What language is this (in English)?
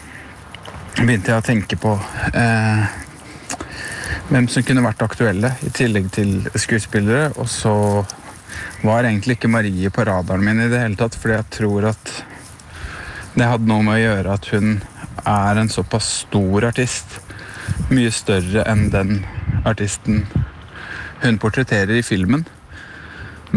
Norwegian